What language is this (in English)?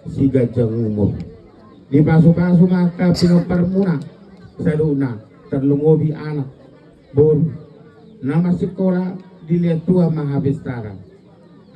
Batak Toba